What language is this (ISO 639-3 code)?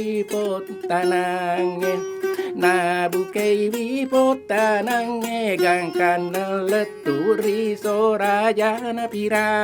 bug